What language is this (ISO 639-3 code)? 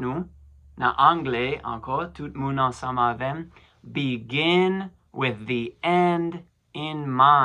hat